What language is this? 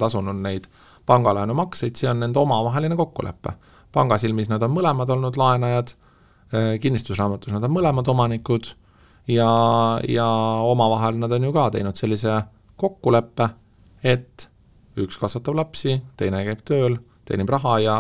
Estonian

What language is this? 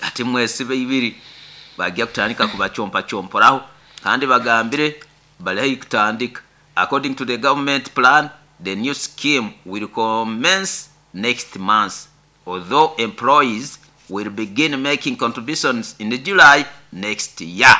Nyoro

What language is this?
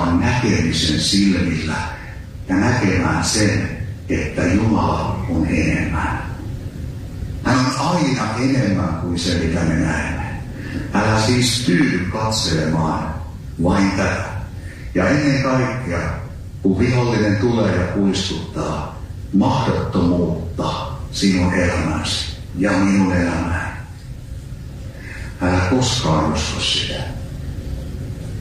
Finnish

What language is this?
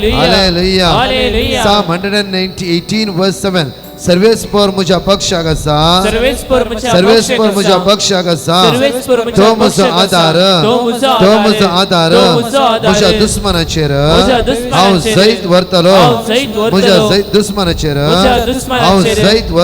Konkani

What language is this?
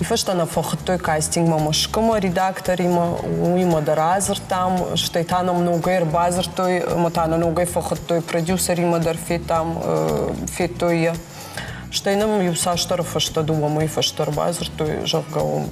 Ossetic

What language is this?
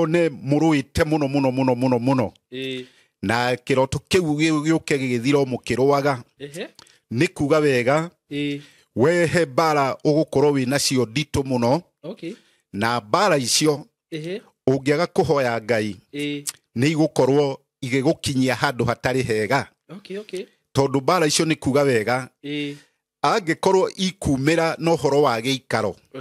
Kikuyu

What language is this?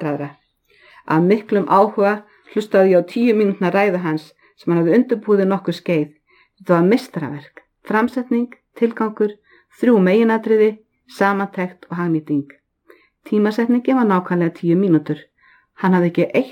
Icelandic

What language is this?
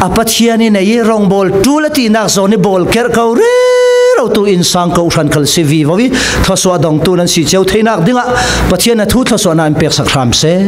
Falam Chin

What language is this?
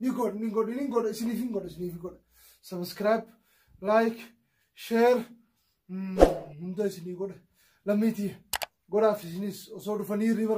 Oromo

